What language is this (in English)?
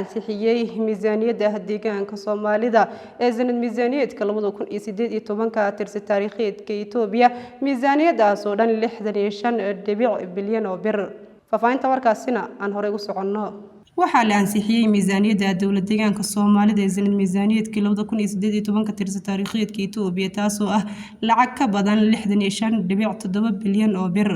Somali